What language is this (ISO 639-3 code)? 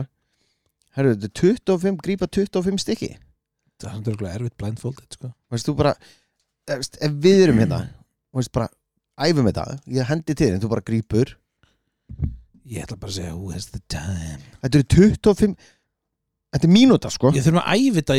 isl